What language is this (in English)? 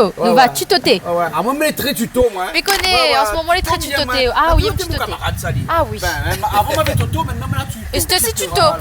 Réunion Creole French